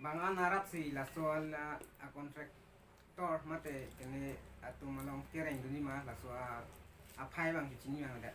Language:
Karbi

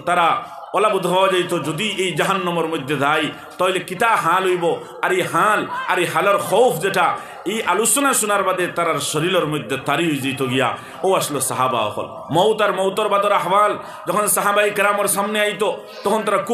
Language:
Sylheti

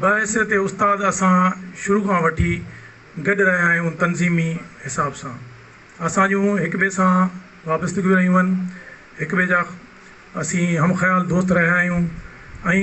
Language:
Sindhi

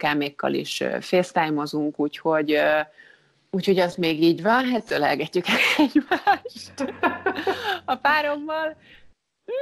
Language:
Hungarian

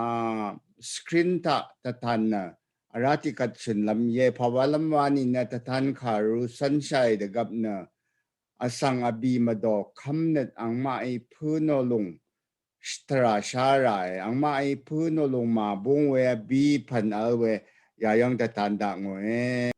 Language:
Rawang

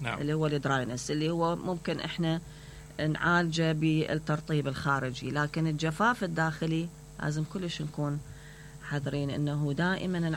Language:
Mesopotamian Arabic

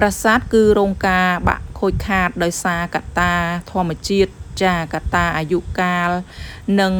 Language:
Khmer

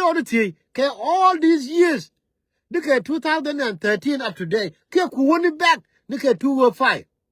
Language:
Nuer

